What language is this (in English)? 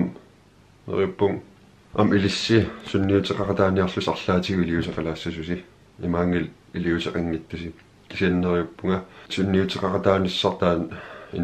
Kalaallisut